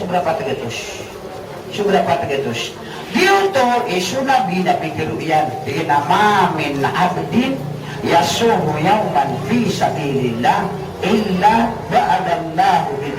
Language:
Maranao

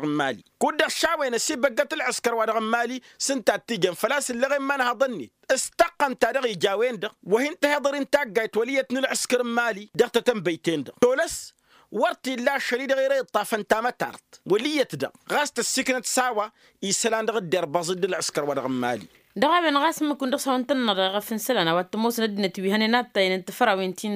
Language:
Tamasheq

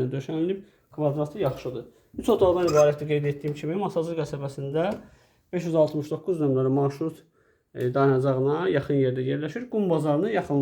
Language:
Azerbaijani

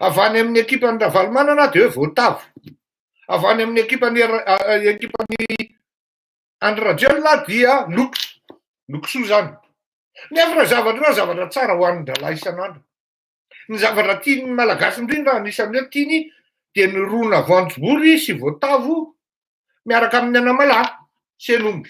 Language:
Malagasy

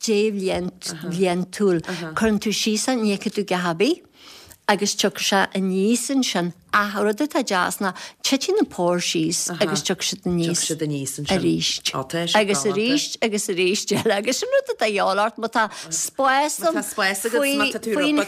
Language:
Irish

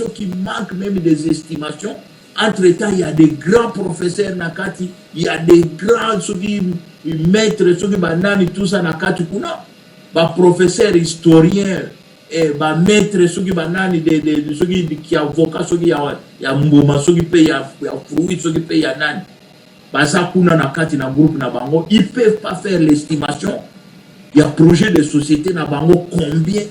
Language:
Lingala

